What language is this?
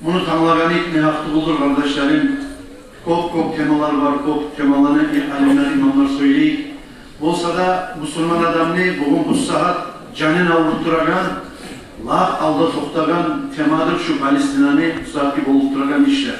Kumyk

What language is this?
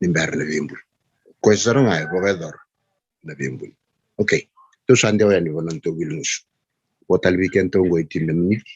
Fijian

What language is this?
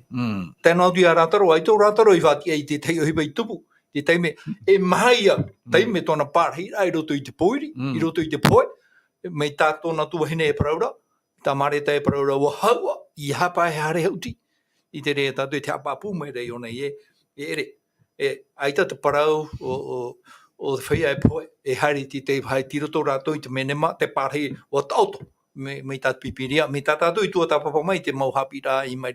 Tahitian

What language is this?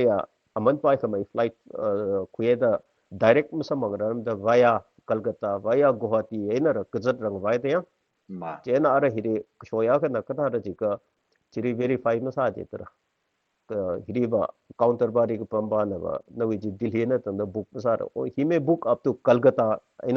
Tangkhul Naga (India)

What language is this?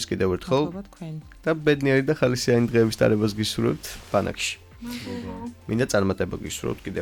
Georgian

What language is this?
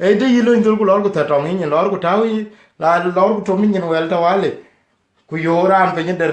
Dinka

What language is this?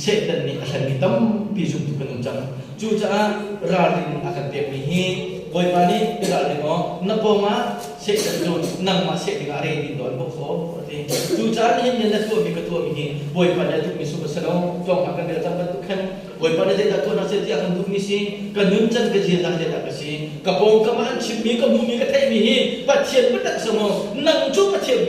Hakha Chin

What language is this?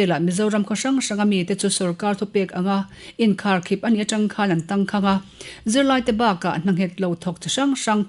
Mizo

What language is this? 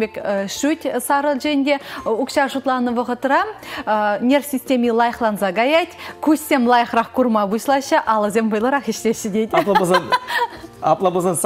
Chuvash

